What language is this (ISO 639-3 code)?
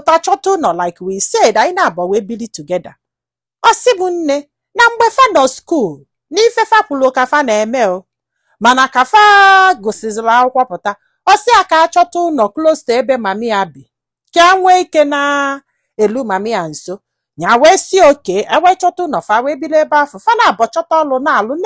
ibo